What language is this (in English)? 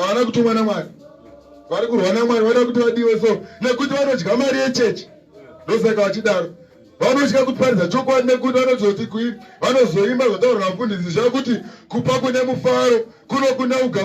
Shona